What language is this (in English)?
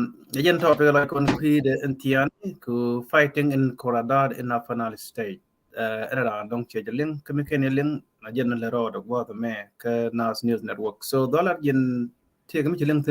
Nuer